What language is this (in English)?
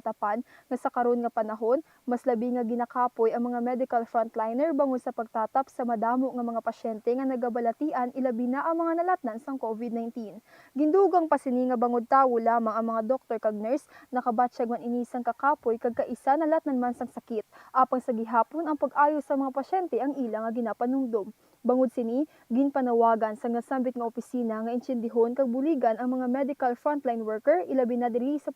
Hiligaynon